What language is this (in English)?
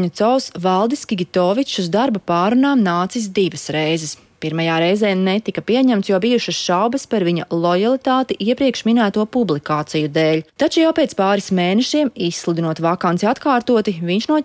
Latvian